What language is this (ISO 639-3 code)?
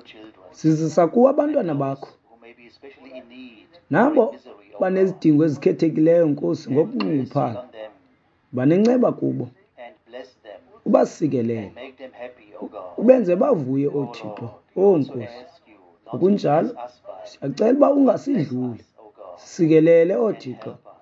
xho